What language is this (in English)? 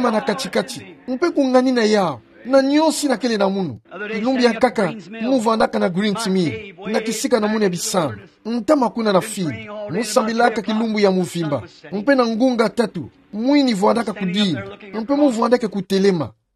Kituba (Democratic Republic of Congo)